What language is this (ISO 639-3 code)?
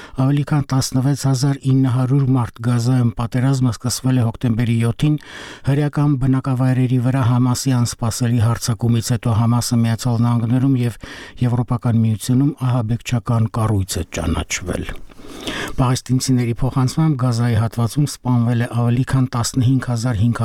hye